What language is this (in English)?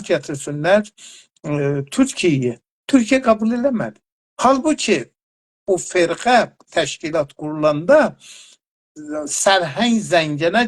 South Azerbaijani